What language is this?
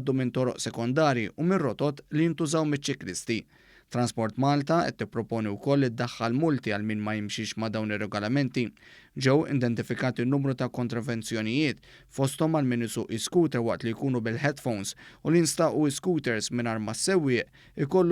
Maltese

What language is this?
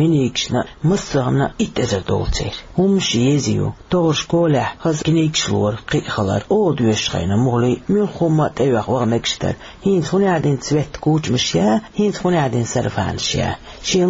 Chechen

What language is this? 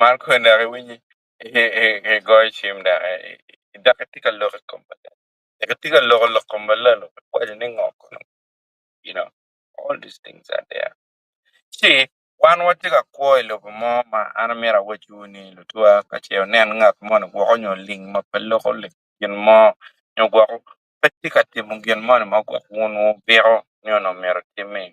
Acoli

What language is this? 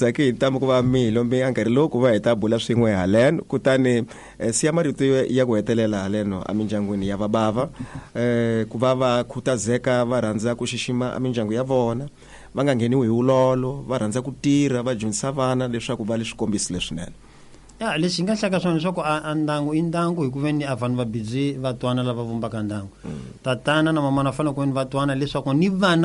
Tsonga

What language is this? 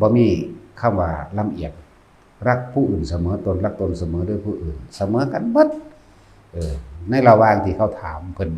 Northeastern Thai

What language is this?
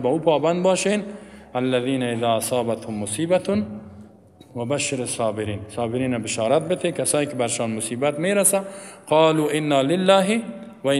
Persian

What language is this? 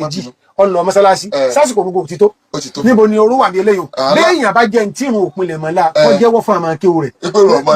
Yoruba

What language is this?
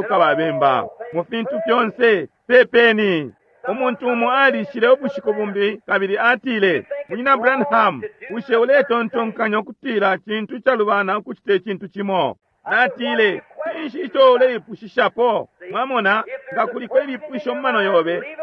Bemba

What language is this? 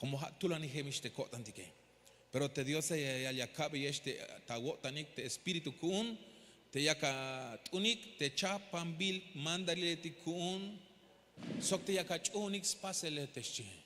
Tzeltal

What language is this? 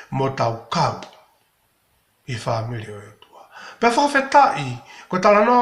Tongan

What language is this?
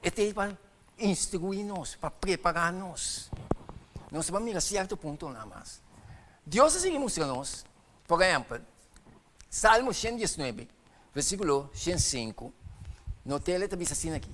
Papiamento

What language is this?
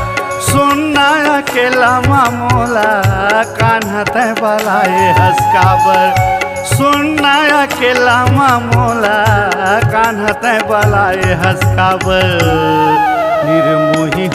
Chhattisgarhi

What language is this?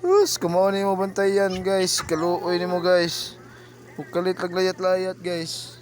Cebuano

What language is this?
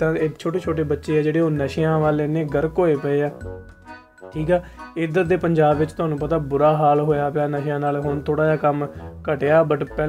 Punjabi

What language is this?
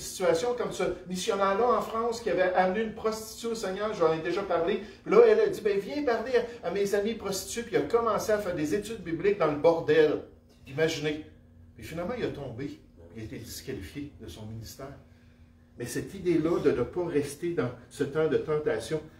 French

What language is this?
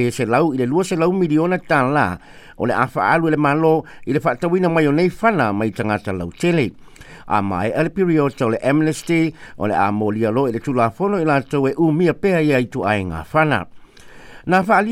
Samoan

